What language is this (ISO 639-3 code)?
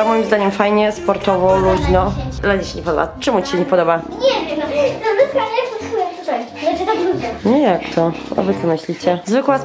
pol